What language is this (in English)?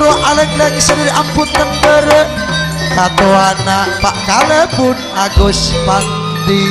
Madurese